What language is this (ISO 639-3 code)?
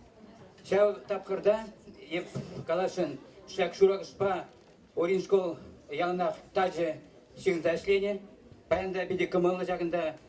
chv